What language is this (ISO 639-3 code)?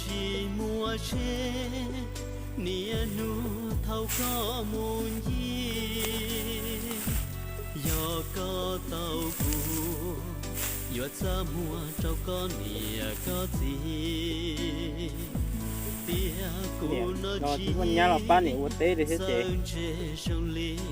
hmn